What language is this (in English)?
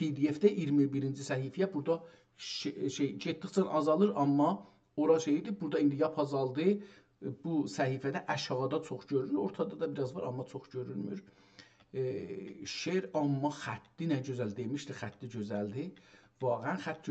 South Azerbaijani